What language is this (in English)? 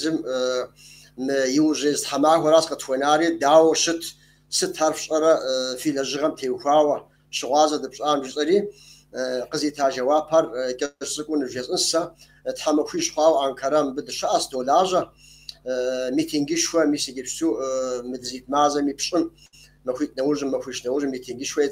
Kabardian